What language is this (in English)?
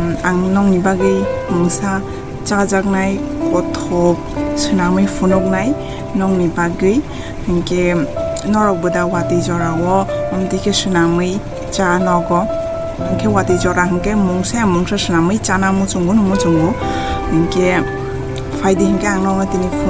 Kok Borok